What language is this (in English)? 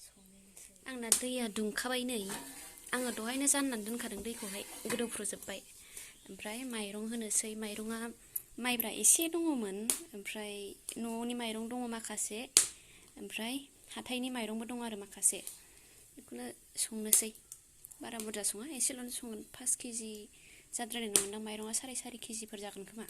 Bodo